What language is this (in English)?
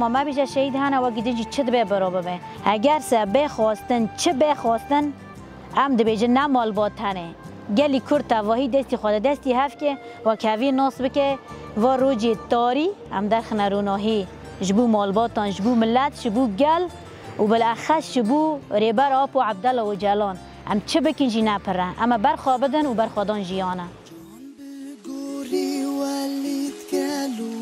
Kurdish